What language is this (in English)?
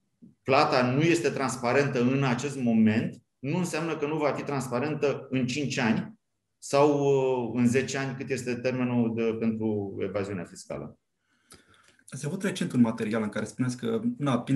Romanian